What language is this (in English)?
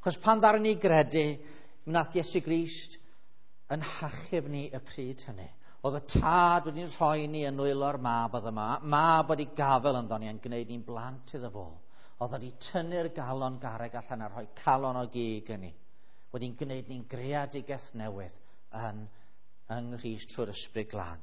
Welsh